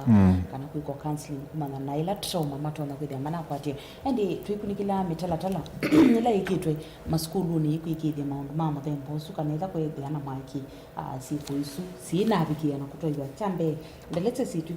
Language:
Kamba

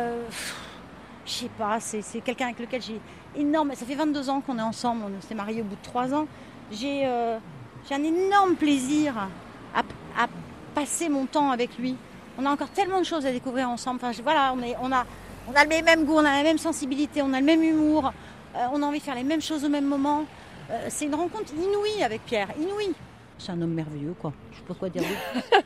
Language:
French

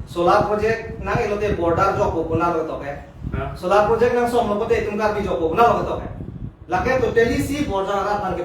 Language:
Karbi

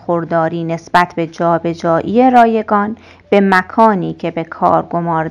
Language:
Persian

